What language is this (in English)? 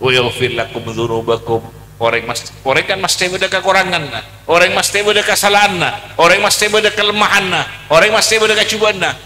Madurese